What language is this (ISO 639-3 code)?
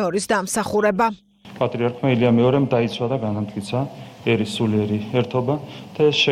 kat